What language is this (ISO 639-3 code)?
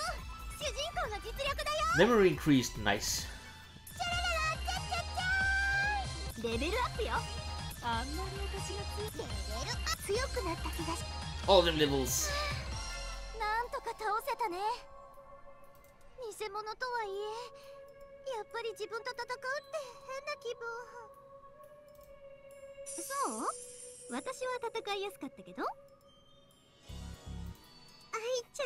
jpn